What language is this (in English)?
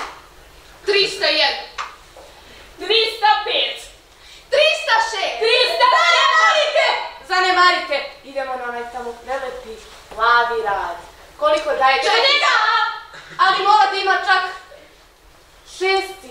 Serbian